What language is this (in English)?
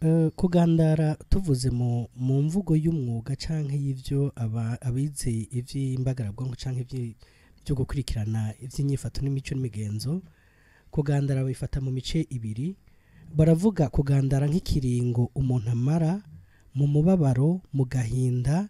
Rundi